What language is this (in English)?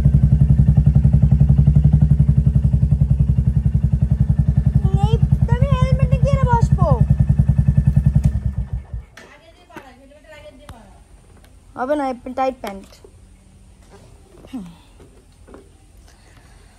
Bangla